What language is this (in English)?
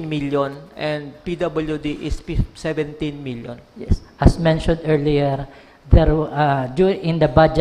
Bikol